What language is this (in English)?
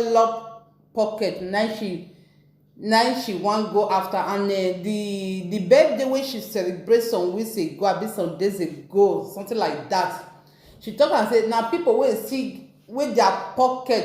Nigerian Pidgin